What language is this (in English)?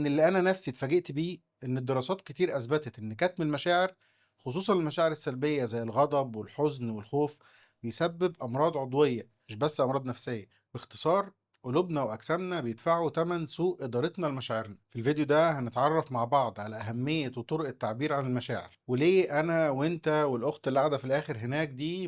Egyptian Arabic